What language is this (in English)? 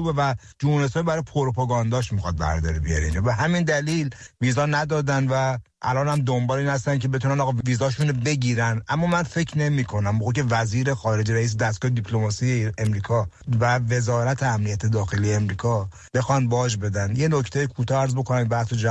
Persian